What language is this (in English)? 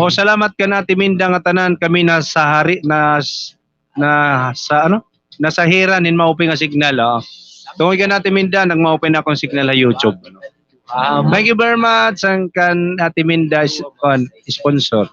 Waray